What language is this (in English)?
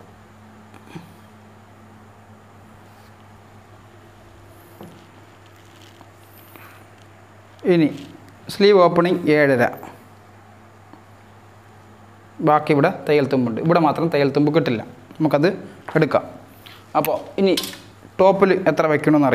Malayalam